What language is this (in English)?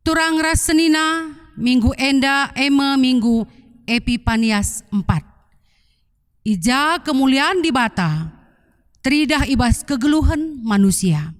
Batak Karo